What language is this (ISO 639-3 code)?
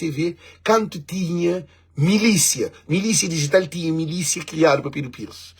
kea